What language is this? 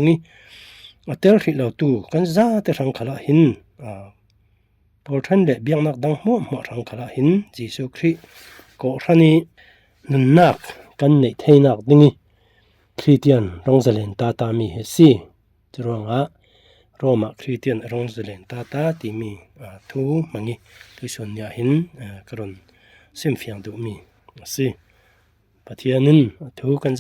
Falam Chin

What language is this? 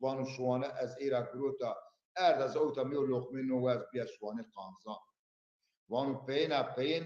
Zaza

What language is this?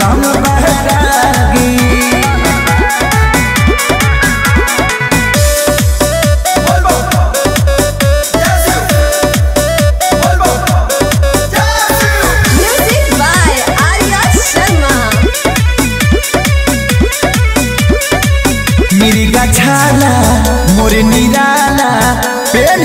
Bhojpuri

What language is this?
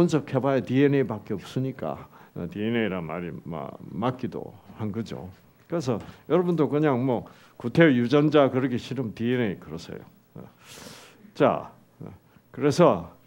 Korean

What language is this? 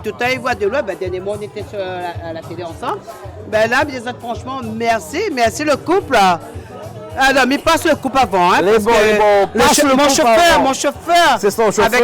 Réunion Creole French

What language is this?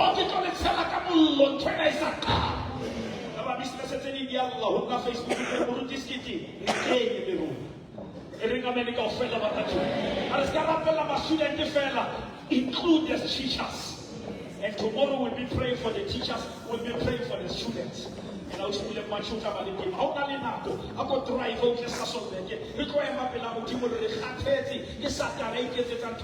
Southern Sotho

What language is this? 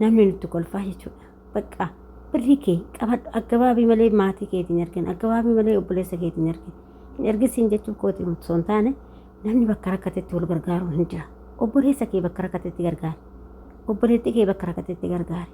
Oromo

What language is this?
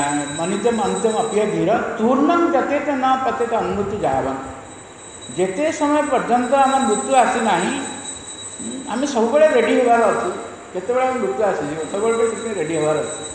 Odia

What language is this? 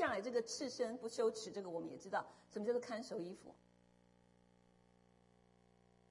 Chinese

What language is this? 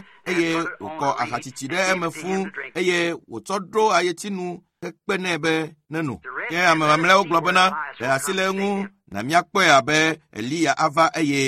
Ewe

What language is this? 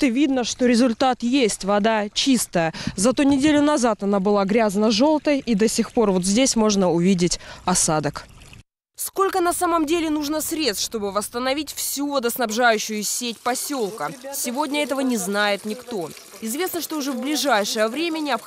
Russian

